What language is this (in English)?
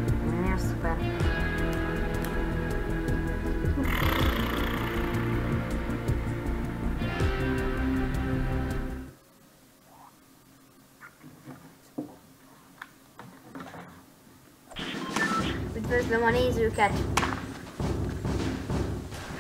Hungarian